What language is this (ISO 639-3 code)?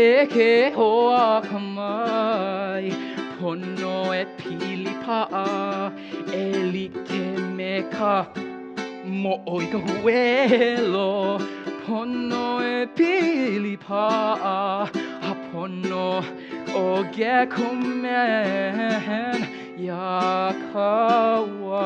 haw